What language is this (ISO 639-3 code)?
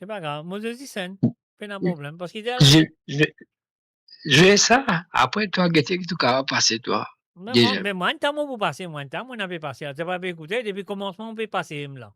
mfe